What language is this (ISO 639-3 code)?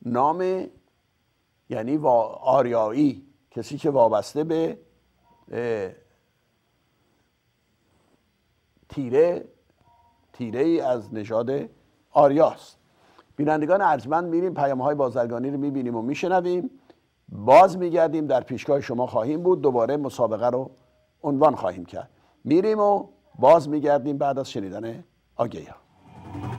fas